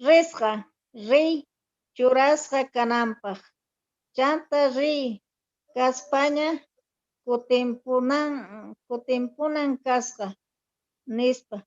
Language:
Quechua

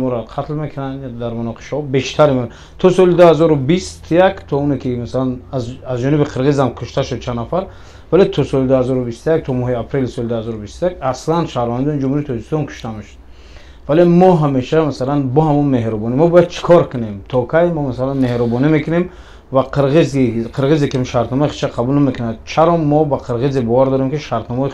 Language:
Tajik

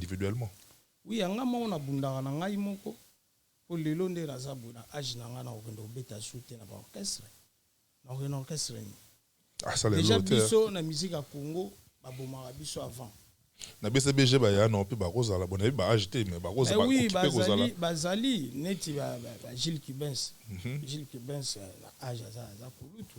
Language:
Lingala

